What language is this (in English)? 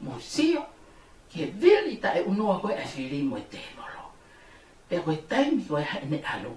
Tongan